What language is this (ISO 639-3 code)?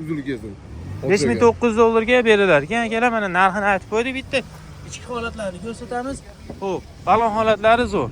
uzb